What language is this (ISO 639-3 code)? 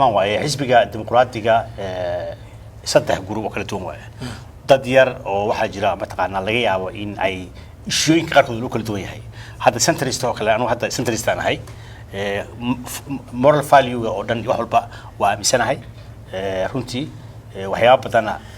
som